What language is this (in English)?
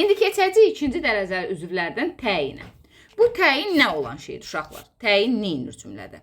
Azerbaijani